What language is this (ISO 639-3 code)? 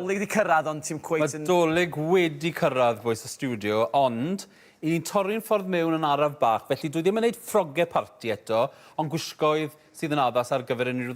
cym